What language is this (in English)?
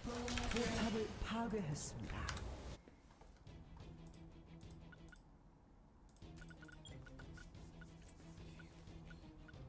Korean